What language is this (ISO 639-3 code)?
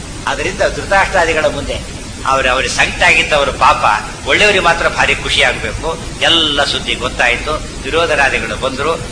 kan